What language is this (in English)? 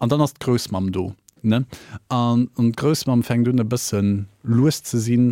Luxembourgish